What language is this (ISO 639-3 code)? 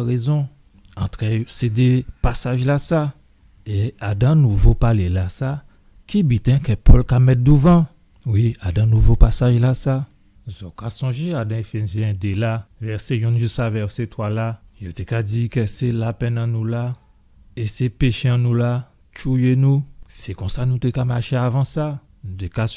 gcf